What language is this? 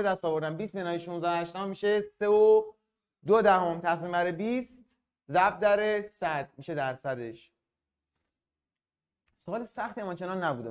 Persian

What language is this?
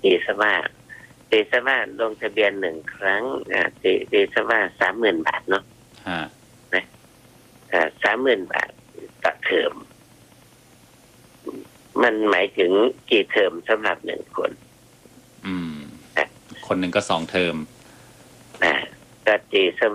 Thai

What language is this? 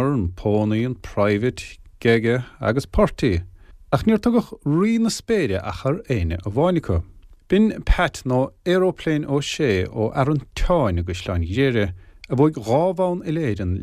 Irish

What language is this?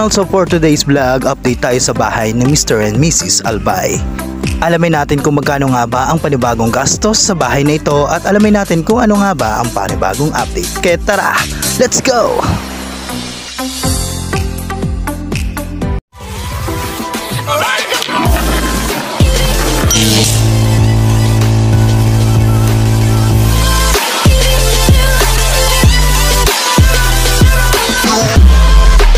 Filipino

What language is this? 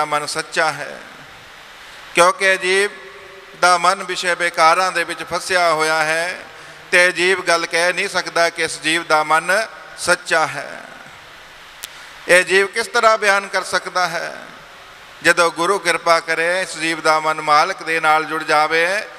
Punjabi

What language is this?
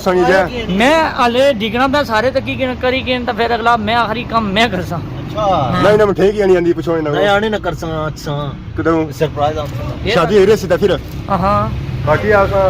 Pahari-Potwari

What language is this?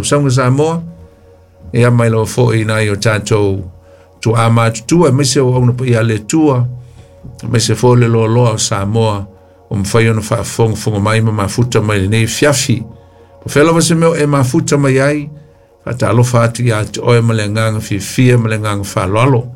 Samoan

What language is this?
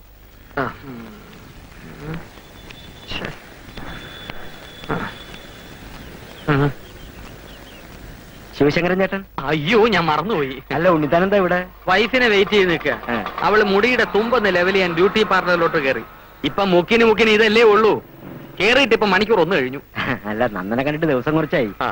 Malayalam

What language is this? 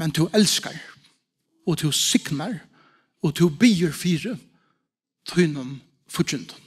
Faroese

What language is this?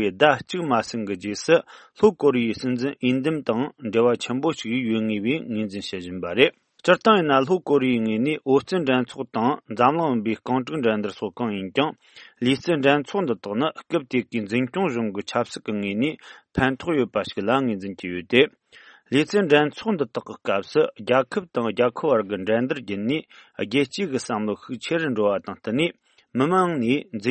Tibetan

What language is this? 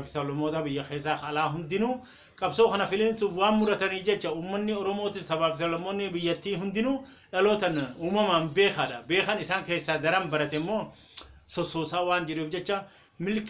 Oromo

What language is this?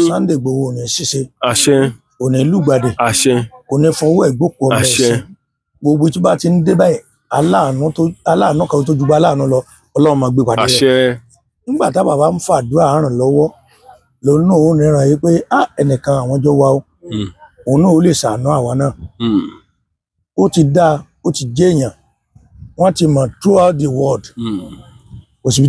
Yoruba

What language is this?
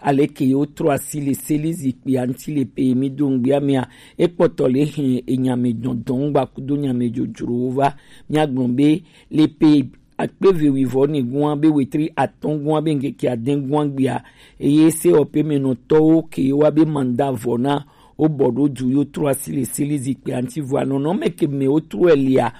Gen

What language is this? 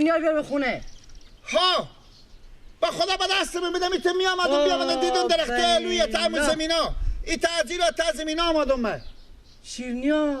Persian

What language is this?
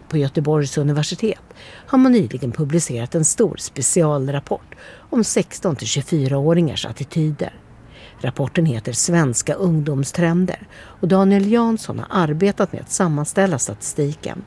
Swedish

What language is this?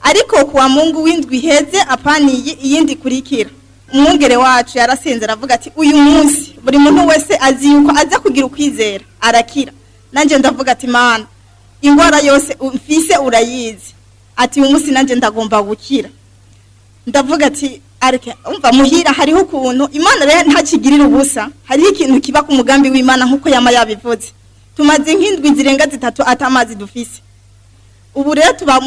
Rundi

